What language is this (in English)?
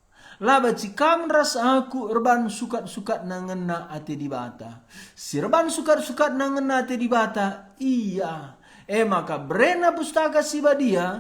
Batak Karo